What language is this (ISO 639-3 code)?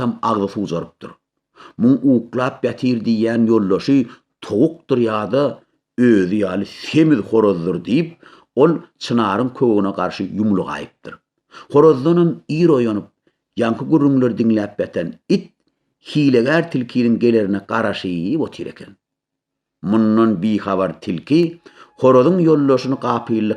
tuk